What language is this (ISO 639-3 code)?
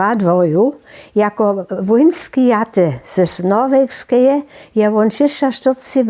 hsb